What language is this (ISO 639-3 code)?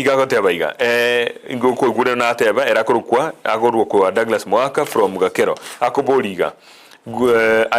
guz